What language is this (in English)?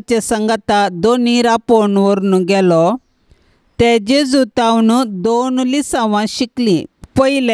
Konkani